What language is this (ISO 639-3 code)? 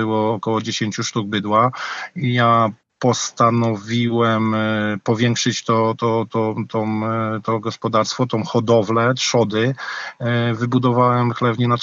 pol